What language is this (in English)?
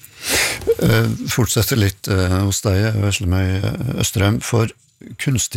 Norwegian